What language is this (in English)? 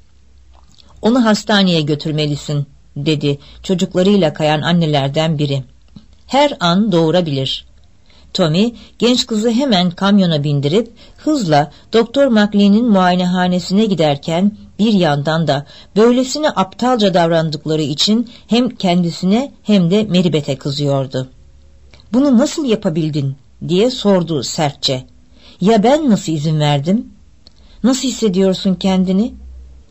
Turkish